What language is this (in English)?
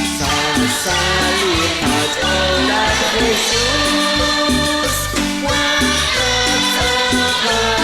Kekchí